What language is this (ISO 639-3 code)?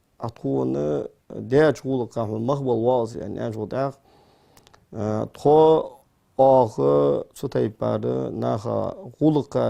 inh